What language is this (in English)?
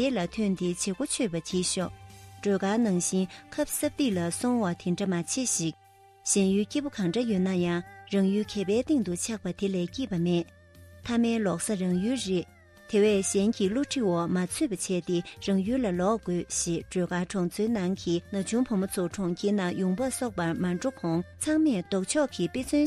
Tibetan